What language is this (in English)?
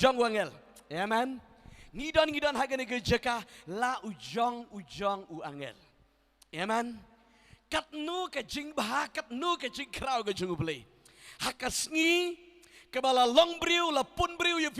Khasi